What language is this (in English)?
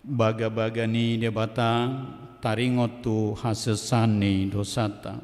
Batak Toba